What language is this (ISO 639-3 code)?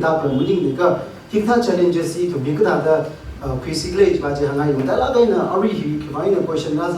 nmf